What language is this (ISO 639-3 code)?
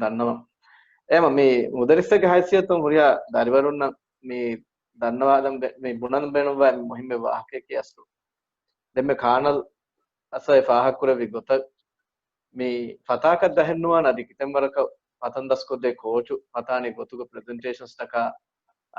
div